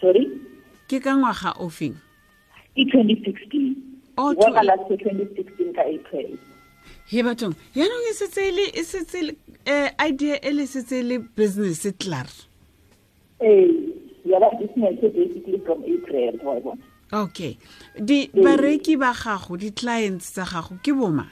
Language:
Tswana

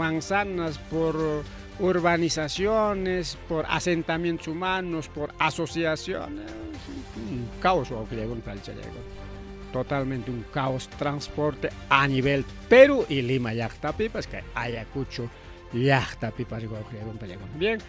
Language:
Ayacucho Quechua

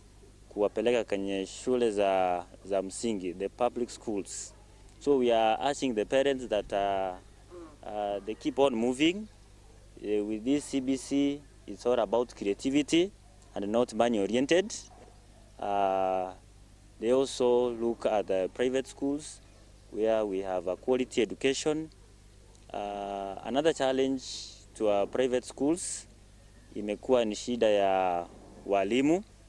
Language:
Meru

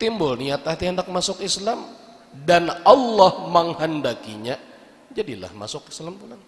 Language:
Banjar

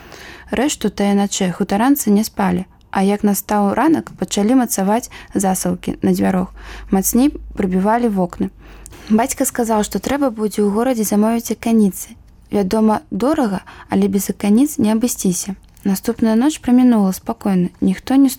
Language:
Belarusian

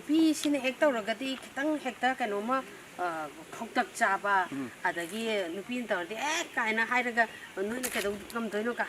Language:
Manipuri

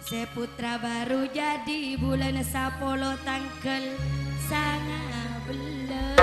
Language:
Madurese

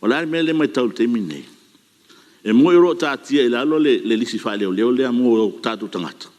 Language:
Samoan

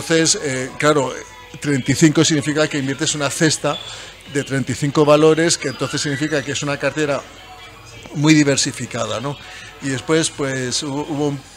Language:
Spanish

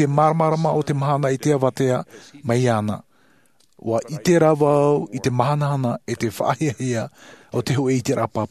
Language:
Tahitian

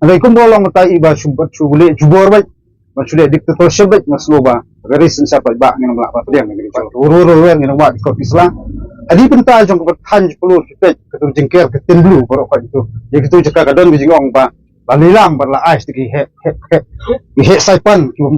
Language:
Khasi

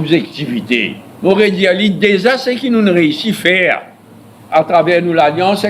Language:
Morisyen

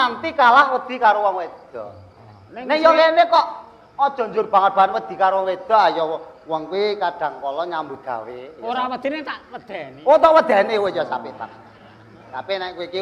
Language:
Javanese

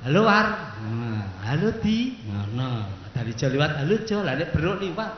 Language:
Javanese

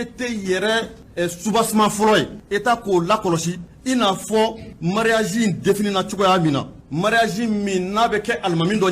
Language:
Bambara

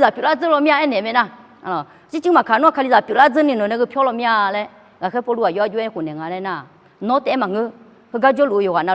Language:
Akha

